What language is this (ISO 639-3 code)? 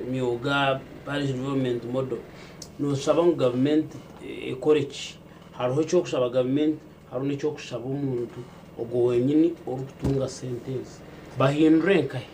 nyn